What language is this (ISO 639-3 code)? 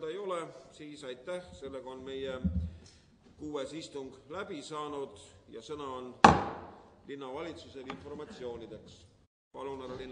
est